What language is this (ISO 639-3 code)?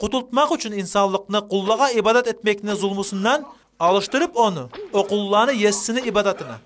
kum